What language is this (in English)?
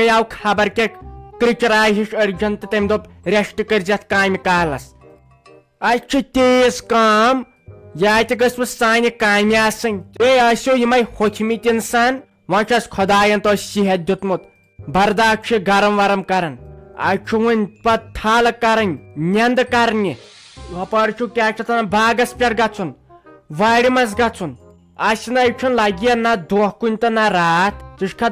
Kashmiri